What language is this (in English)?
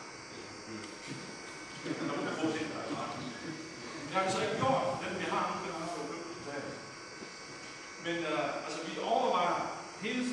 Danish